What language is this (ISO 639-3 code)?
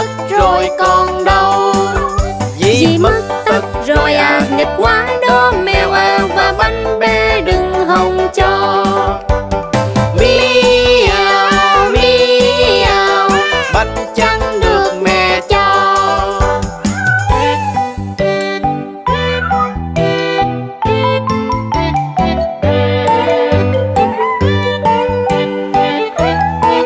vie